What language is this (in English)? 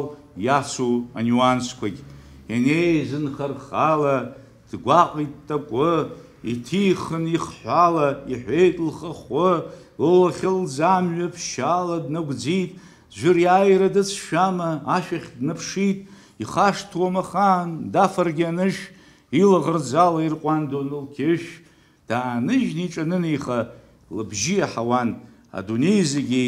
Abkhazian